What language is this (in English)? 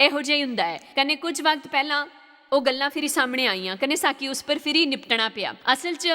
Dogri